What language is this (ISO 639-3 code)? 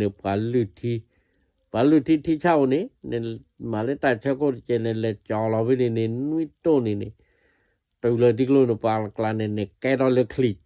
ksw